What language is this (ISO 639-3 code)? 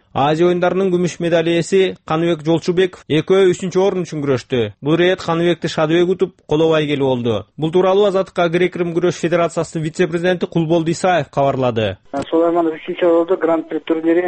kir